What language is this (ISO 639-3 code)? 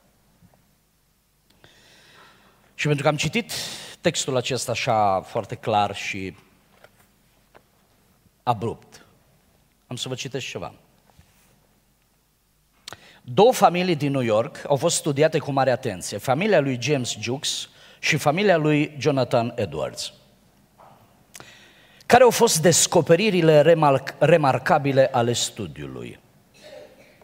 ron